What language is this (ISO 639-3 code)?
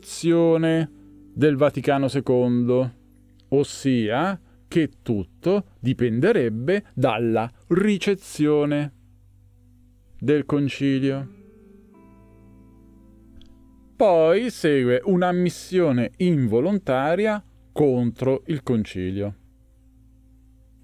ita